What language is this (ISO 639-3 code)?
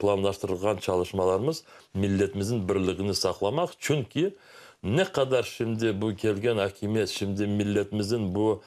crh